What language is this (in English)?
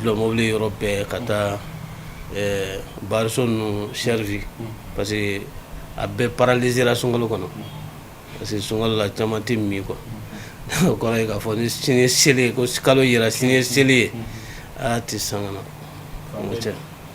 Bambara